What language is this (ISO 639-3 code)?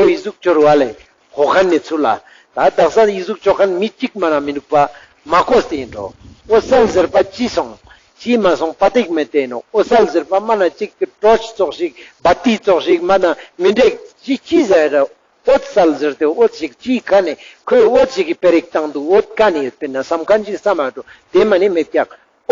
lbj